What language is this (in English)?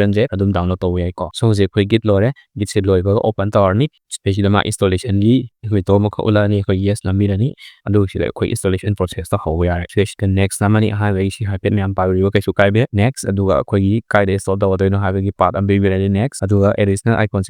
Manipuri